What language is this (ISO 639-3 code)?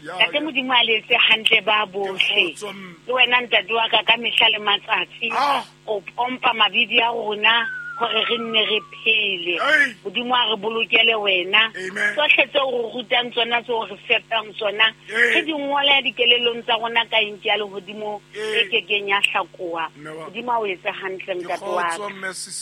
sot